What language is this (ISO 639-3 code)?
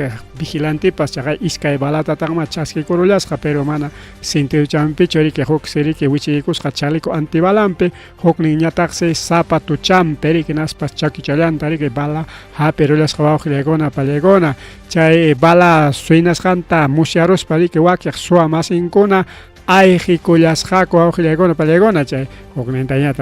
quy